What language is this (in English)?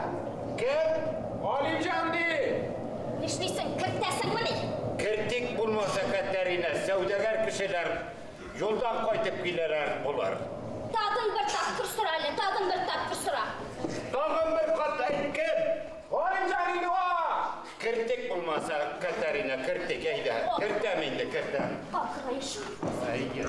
Bashkir